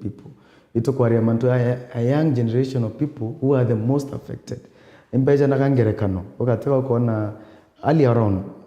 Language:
Meru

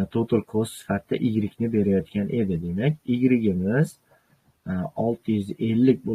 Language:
Uzbek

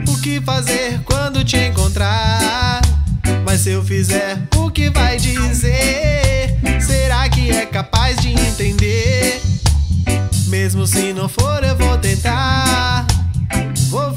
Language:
Portuguese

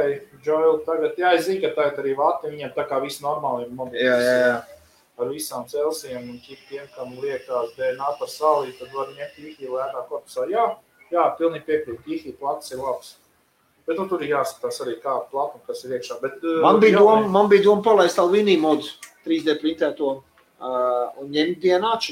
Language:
Latvian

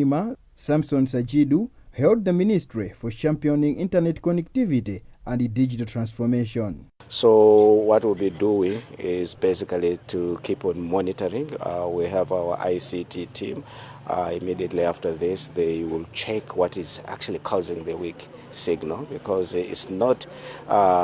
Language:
English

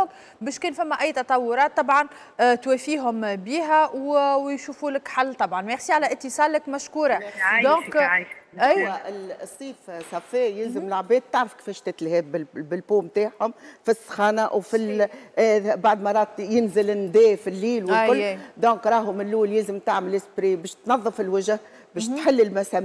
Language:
Tunisian Arabic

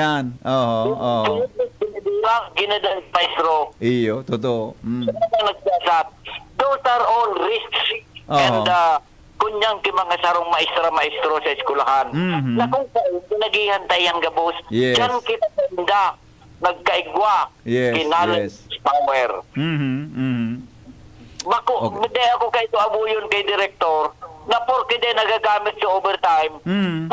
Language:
Bikol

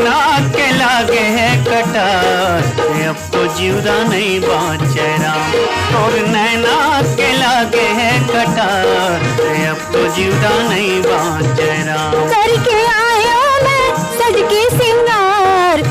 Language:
Chhattisgarhi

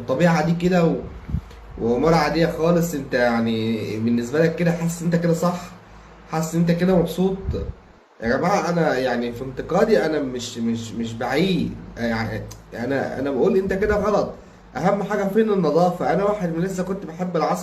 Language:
Egyptian Arabic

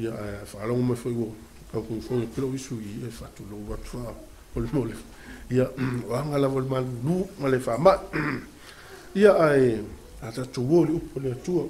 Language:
Samoan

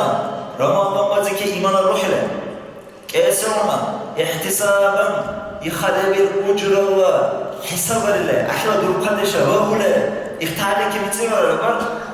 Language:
Dargwa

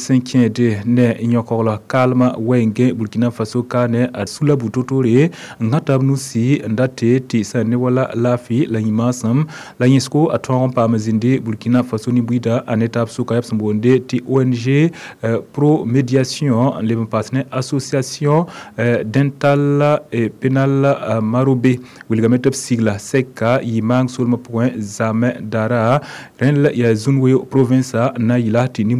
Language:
Mossi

